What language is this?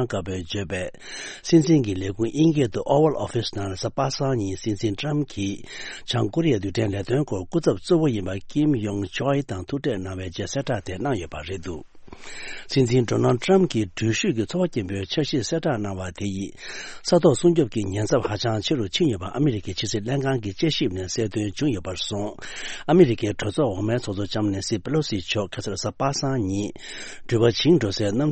Tibetan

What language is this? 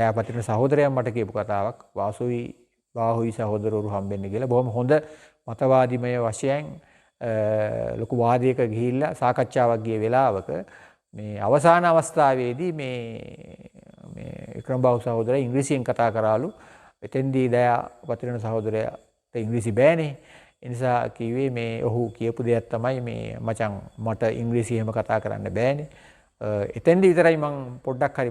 Sinhala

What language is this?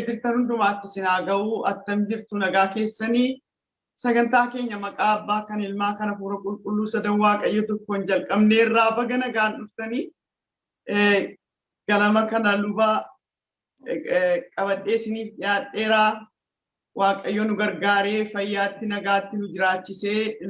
Oromo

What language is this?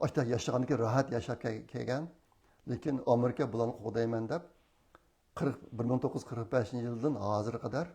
Uyghur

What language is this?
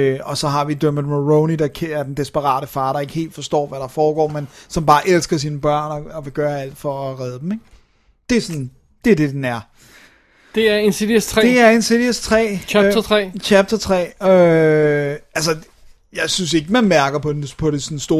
Danish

